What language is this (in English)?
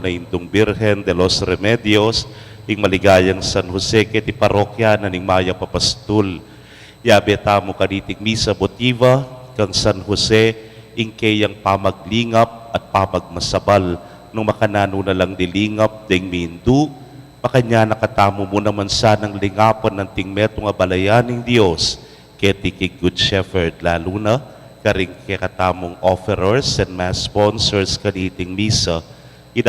Pampanga